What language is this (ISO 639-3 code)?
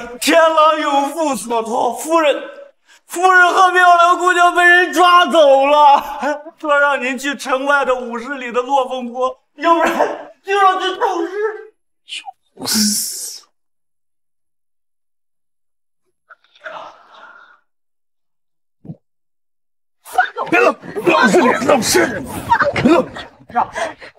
zho